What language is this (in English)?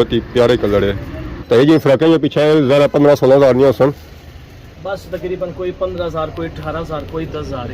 Pahari-Potwari